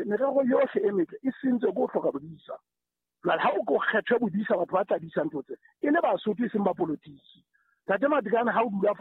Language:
Southern Sotho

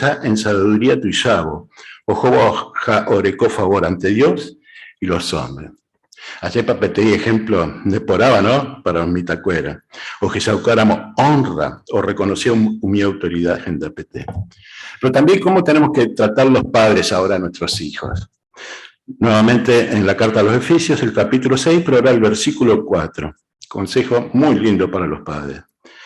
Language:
Guarani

